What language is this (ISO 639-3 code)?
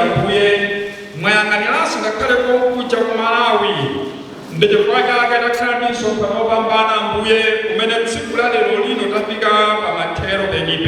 nya